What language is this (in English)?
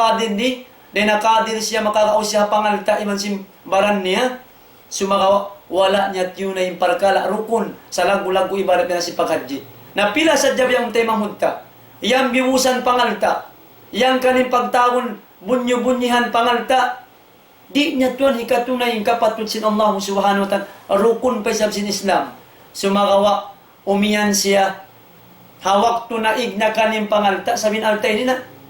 Tausug